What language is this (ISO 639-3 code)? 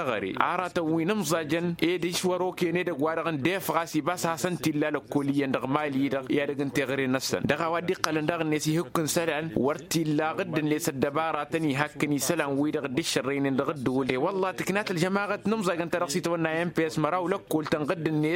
taq